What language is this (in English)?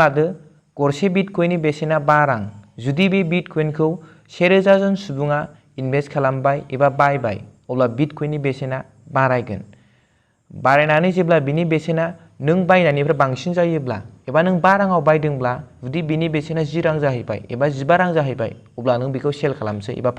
Bodo